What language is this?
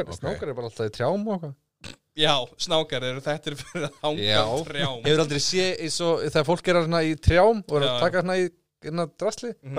Icelandic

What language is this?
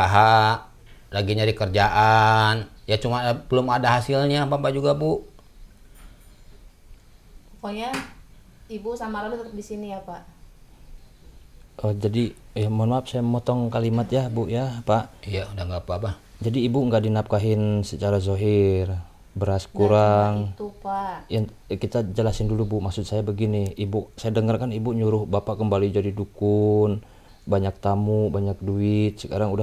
Indonesian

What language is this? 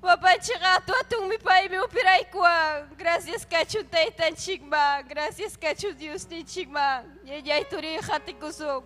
Ayacucho Quechua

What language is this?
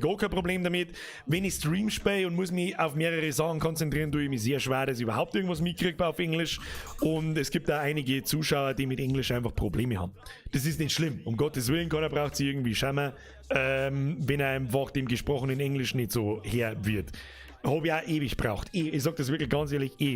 Bavarian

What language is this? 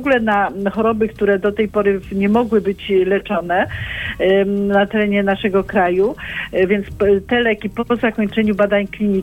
Polish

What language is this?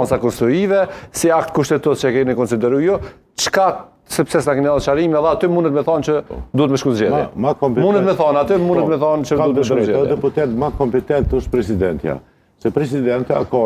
Albanian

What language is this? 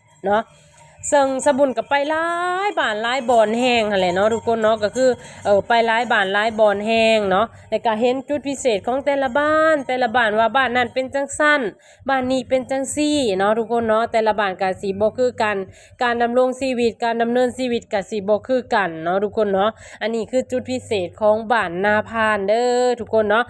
Lao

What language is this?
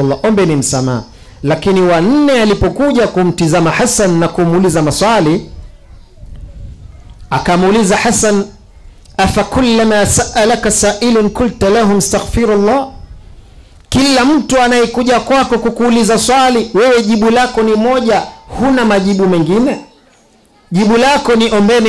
Swahili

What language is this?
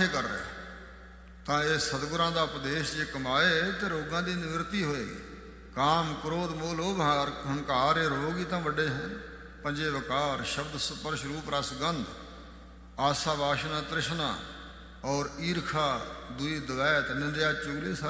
Punjabi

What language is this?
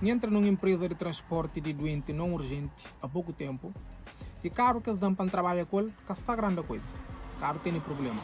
Kabuverdianu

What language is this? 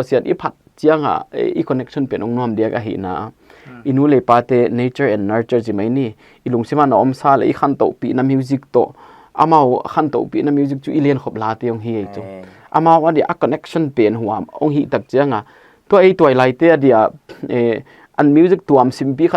Paite Chin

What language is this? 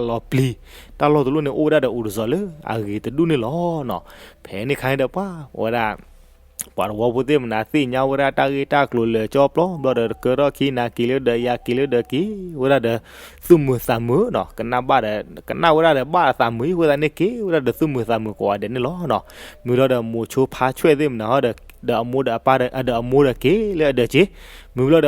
S'gaw Karen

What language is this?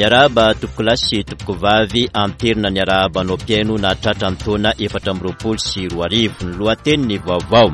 Malagasy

